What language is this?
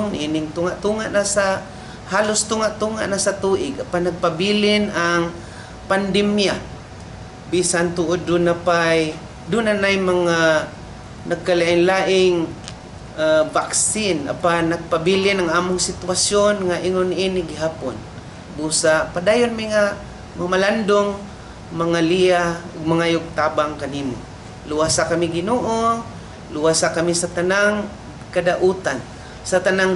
Cebuano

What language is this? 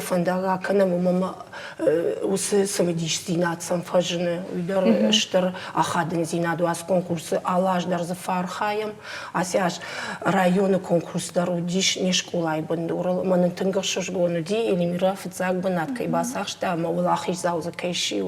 Ossetic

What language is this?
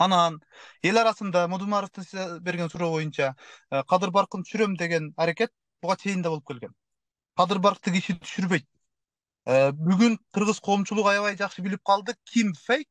Kyrgyz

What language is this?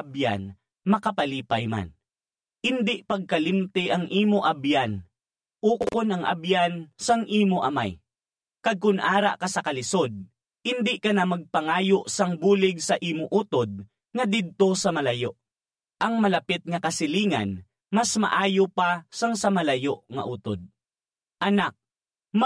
Hiligaynon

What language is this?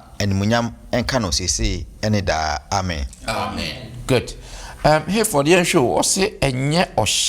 Akan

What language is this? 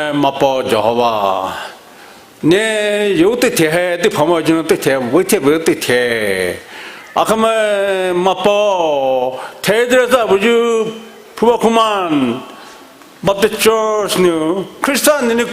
Poumei Naga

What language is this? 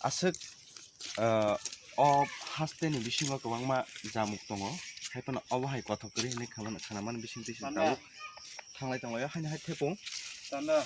Kok Borok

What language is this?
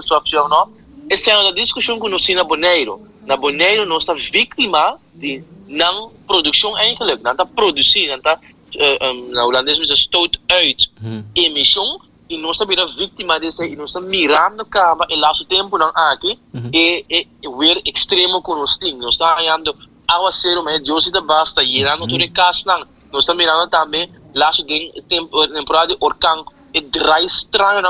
Papiamento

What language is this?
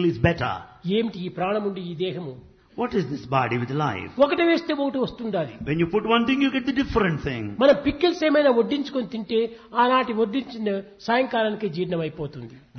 Telugu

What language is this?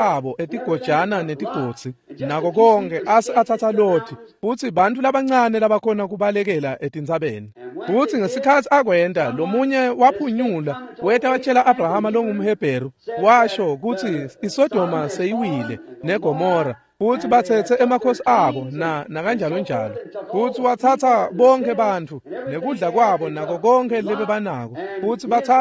Swati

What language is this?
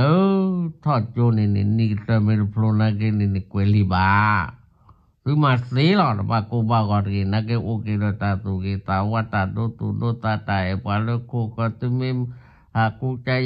S'gaw Karen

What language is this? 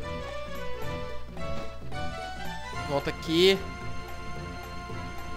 Portuguese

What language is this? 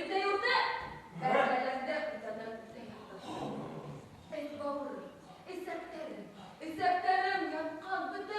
Bashkir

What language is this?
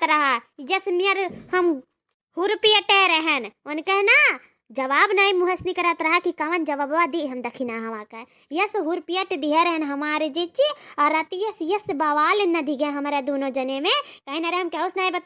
Awadhi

